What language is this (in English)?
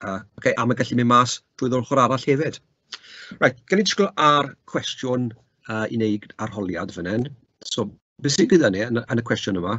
Welsh